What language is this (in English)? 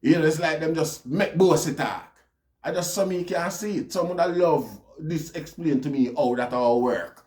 Jamaican Creole English